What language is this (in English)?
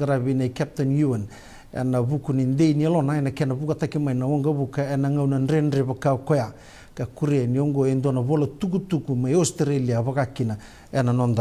Fijian